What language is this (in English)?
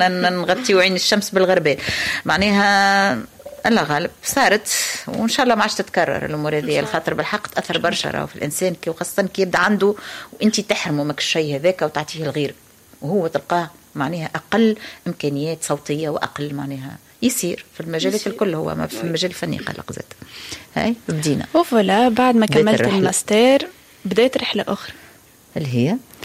Tunisian Arabic